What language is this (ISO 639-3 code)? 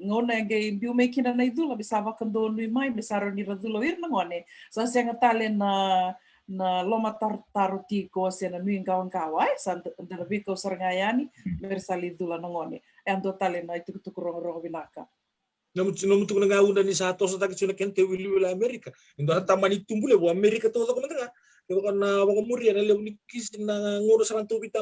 fij